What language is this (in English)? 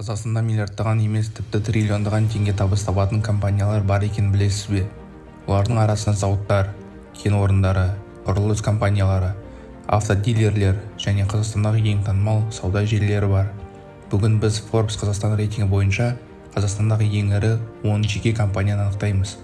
Kazakh